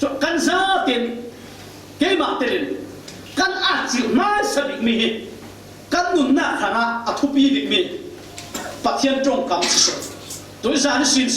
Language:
Falam Chin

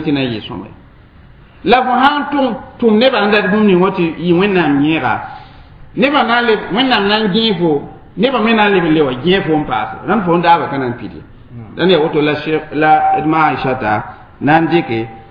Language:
Mossi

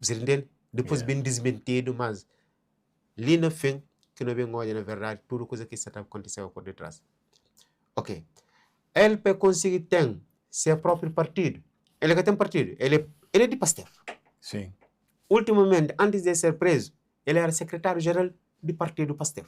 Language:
Kabuverdianu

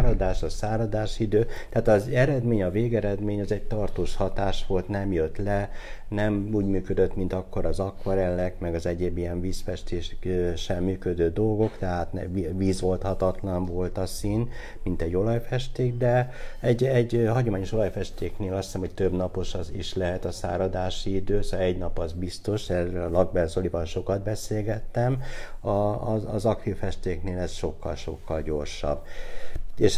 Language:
Hungarian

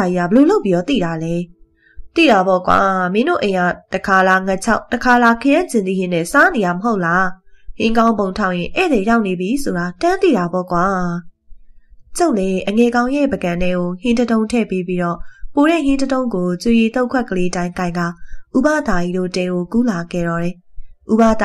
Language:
Burmese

